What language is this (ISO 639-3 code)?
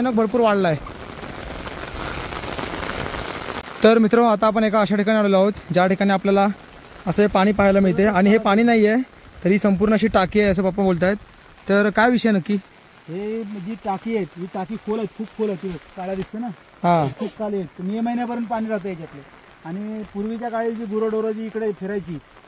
mar